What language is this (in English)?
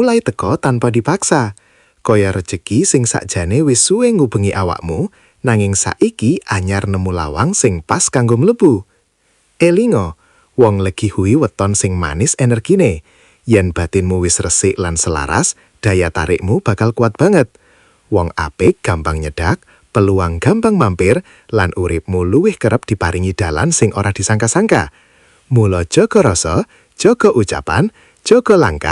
Javanese